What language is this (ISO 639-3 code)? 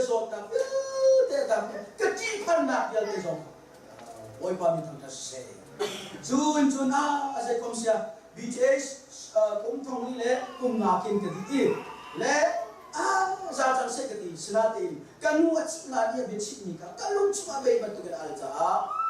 cnh